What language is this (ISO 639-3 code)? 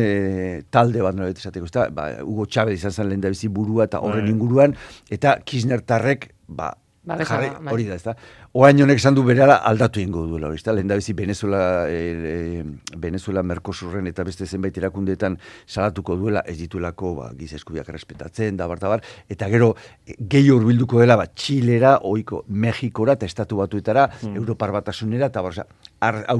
eus